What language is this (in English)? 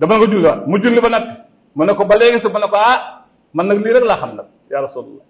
Wolof